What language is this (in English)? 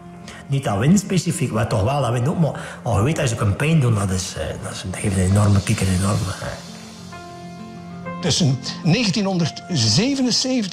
Dutch